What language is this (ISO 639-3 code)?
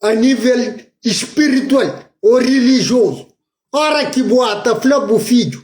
kea